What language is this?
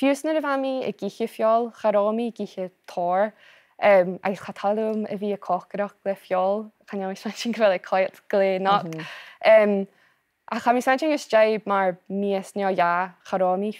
Scottish Gaelic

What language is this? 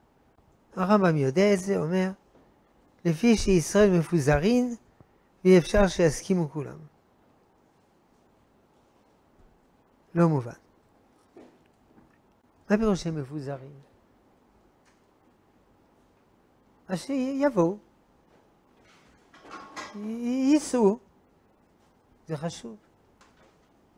Hebrew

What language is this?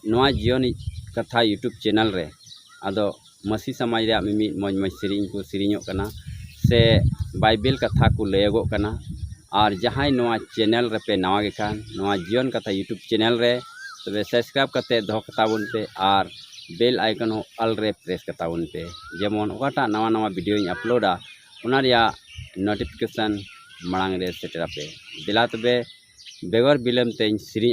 Santali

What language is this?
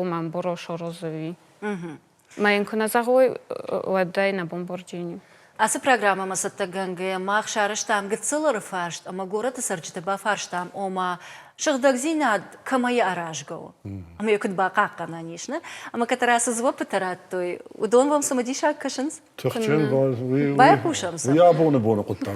Ossetic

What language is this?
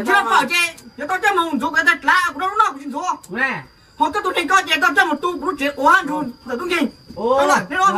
Hmong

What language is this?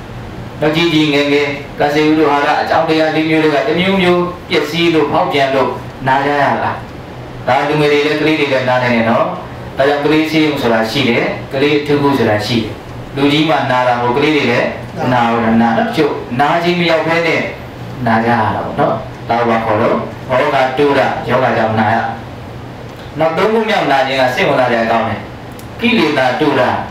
Burmese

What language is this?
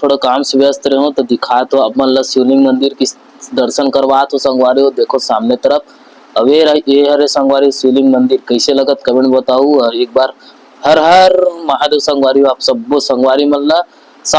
Chhattisgarhi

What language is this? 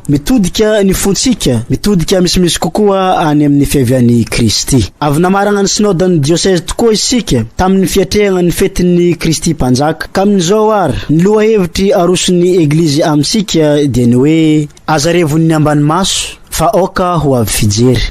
Malagasy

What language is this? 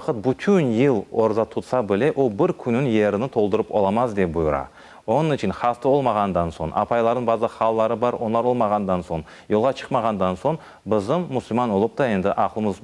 Crimean Tatar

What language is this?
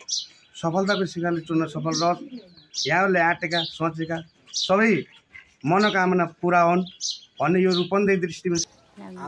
Nepali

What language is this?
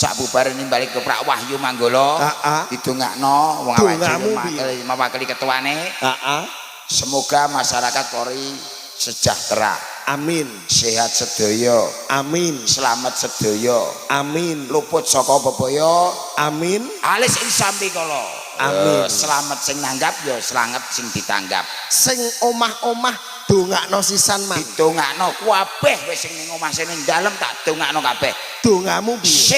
Javanese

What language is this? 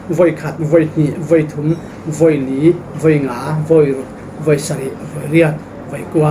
Falam Chin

